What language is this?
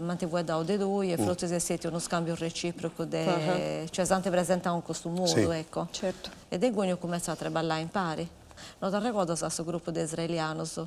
Sardinian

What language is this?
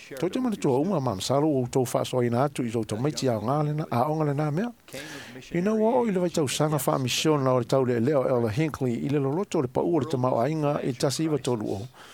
Samoan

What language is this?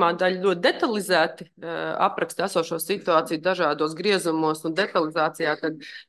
Latvian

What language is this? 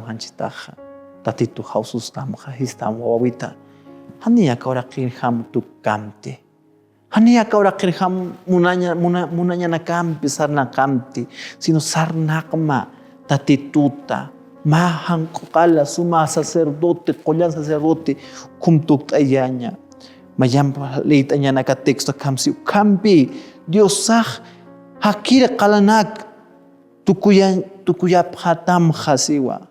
Aymara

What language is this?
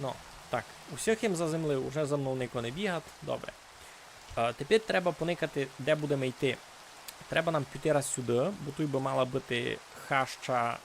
Rusyn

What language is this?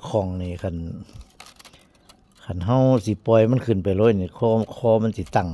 Northeastern Thai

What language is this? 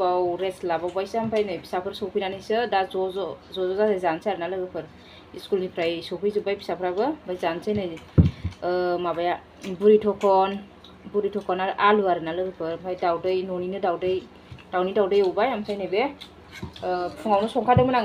Bodo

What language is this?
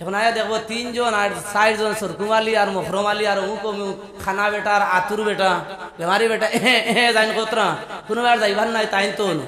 Sylheti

